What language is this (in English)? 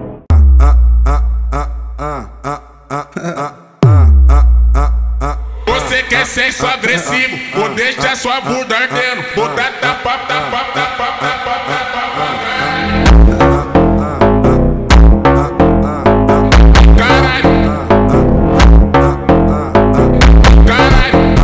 Portuguese